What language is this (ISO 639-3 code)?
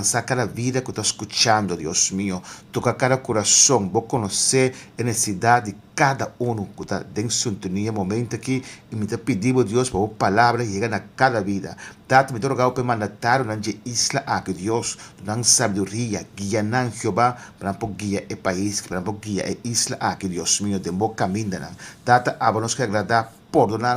pap